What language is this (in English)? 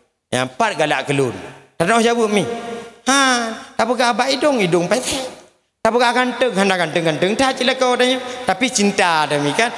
Achinese